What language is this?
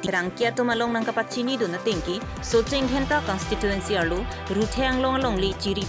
Karbi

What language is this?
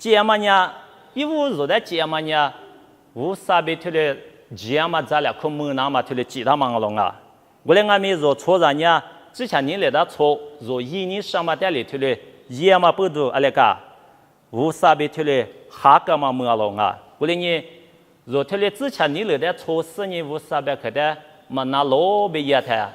Lisu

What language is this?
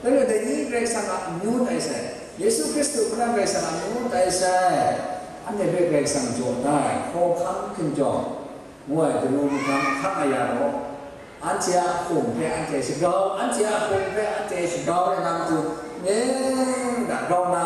Kachin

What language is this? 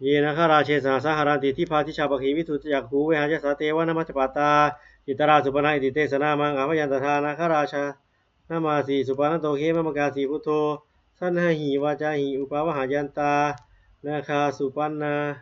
Pali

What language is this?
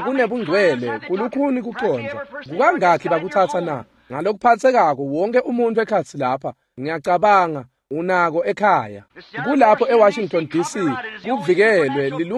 Swati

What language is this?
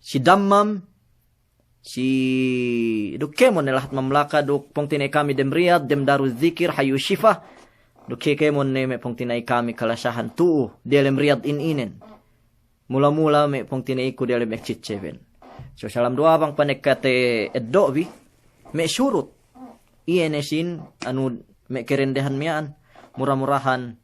Yakan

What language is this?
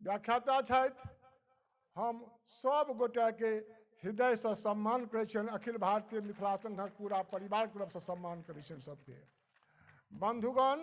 Maithili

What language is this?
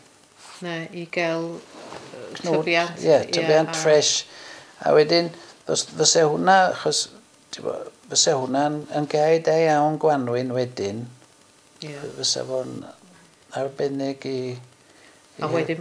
Welsh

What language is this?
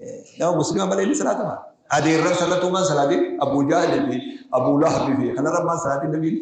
Oromo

